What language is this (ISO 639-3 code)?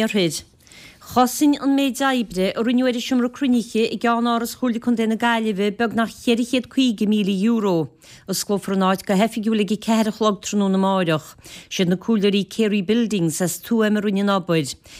gle